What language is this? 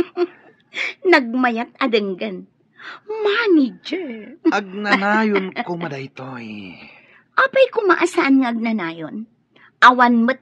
Iloko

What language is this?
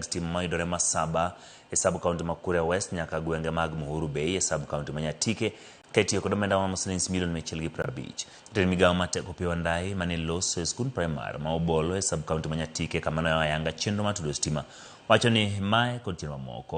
Luo (Kenya and Tanzania)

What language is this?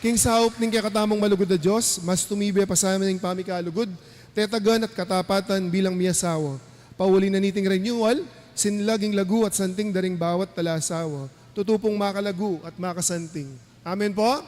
Pampanga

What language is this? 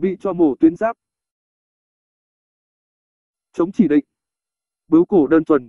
Vietnamese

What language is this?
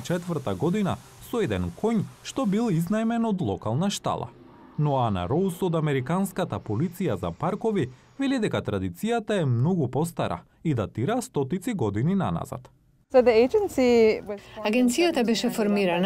Macedonian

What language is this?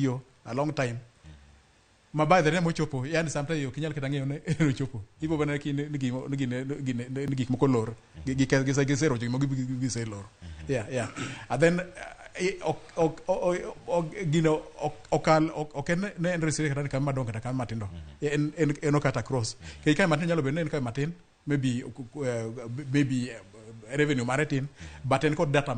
Luo (Kenya and Tanzania)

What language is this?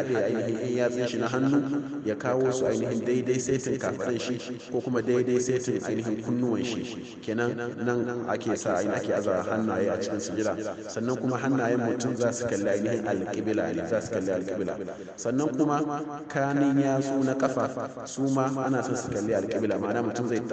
Hausa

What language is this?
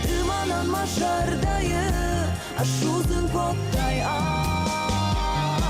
Ossetic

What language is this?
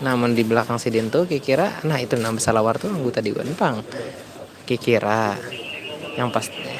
Banjar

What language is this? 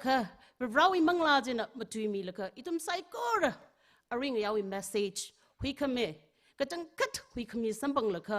Tangkhul Naga (India)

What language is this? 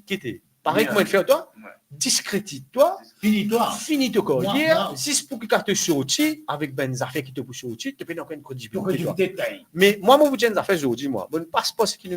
Morisyen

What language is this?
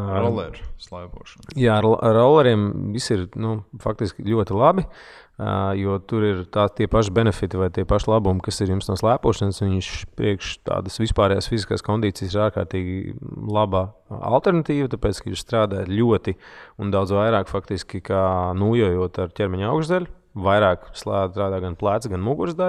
Latvian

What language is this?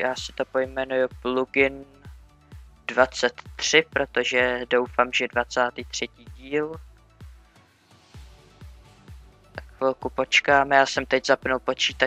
Czech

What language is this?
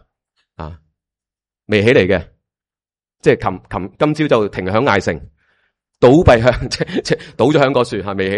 Cantonese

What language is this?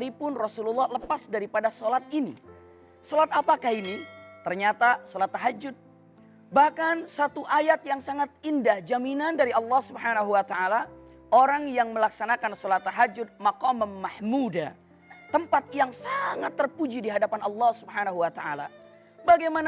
Betawi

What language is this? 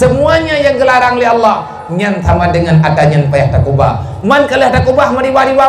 Achinese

